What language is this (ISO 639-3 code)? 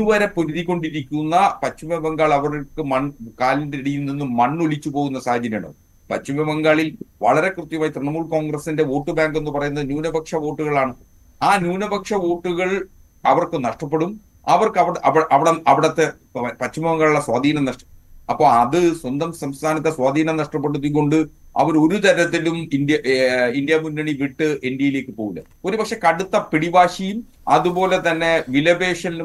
mal